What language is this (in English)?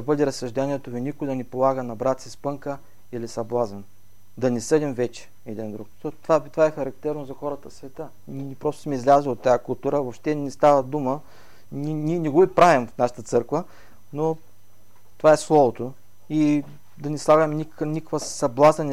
Bulgarian